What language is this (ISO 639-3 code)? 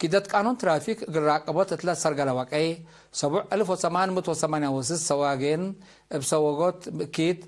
tig